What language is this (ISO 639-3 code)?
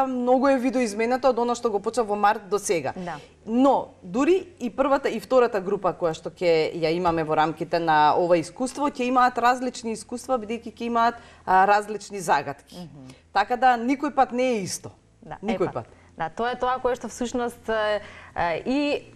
mkd